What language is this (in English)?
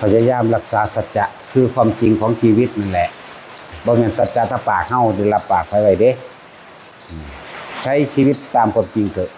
Northeastern Thai